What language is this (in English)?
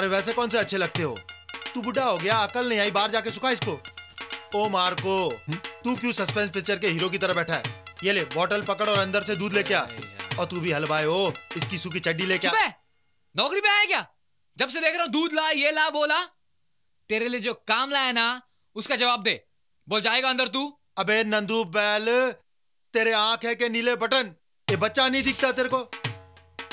Hindi